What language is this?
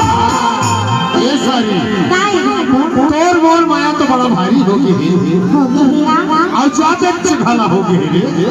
Chhattisgarhi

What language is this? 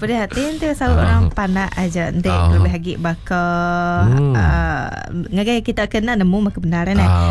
Iban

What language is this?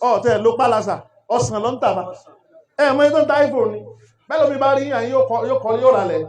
Yoruba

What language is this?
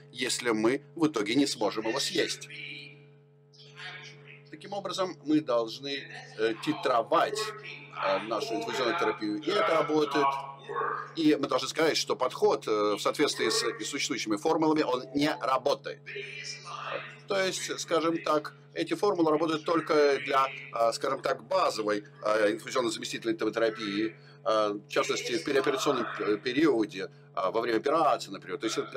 Russian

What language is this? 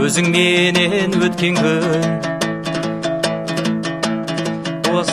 Kazakh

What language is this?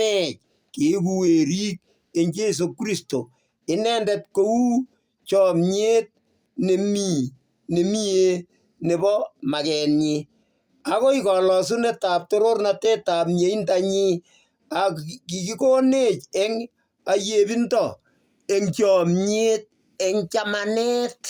Kalenjin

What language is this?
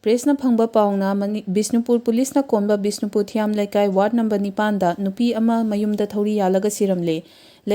Manipuri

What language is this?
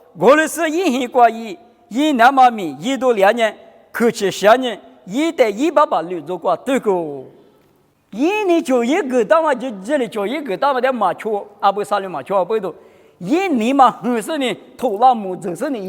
Lisu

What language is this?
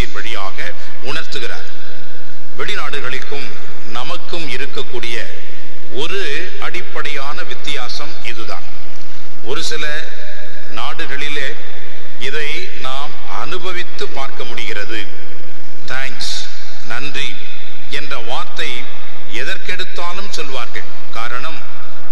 Tamil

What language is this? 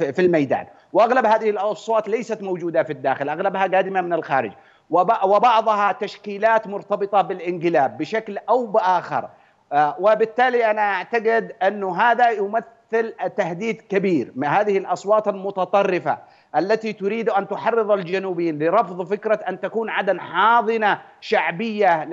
Arabic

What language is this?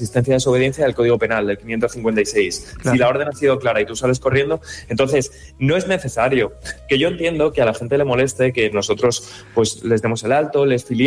Spanish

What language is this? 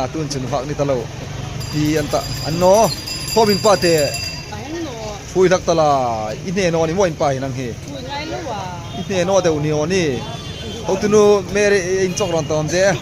Hmar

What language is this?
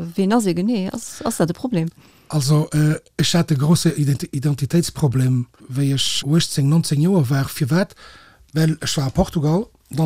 Luxembourgish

